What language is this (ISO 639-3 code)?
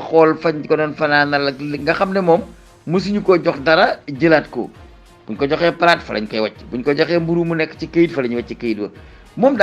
wol